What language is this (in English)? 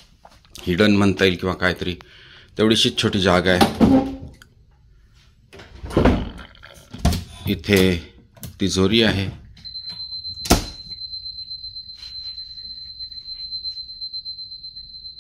Marathi